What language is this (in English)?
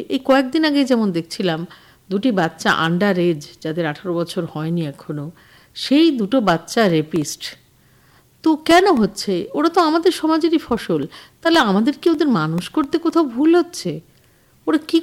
Bangla